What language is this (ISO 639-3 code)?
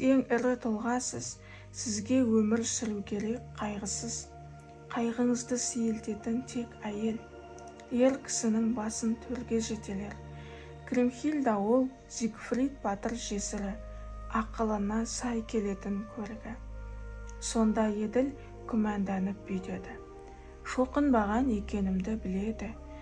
kaz